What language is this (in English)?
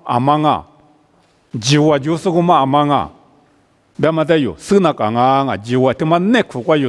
Lisu